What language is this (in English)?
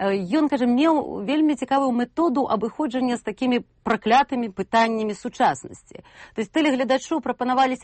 Belarusian